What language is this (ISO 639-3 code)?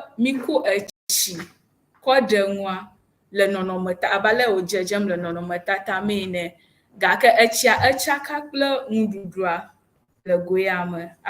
ewe